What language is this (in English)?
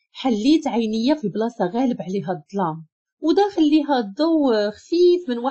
Moroccan Arabic